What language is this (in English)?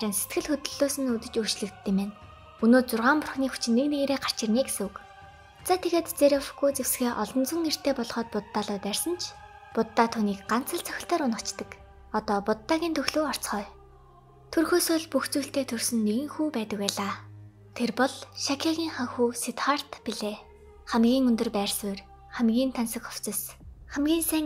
Mongolian